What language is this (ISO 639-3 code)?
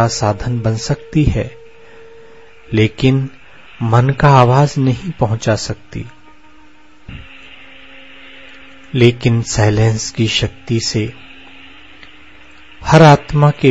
hin